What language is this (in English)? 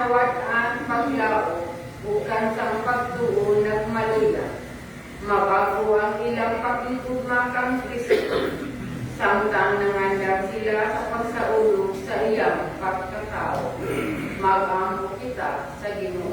Cebuano